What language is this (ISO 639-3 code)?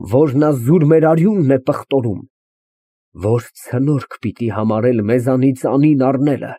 hye